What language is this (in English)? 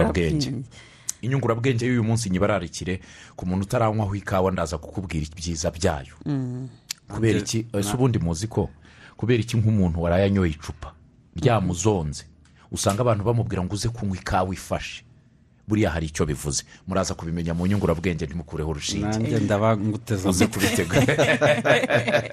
Kinyarwanda